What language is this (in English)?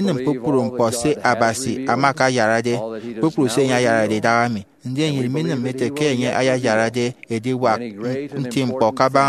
Efik